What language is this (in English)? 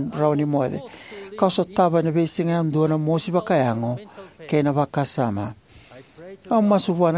Fijian